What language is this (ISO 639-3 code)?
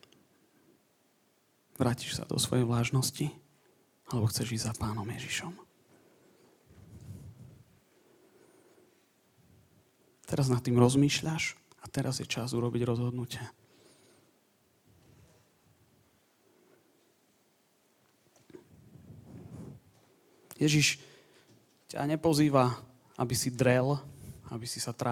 slk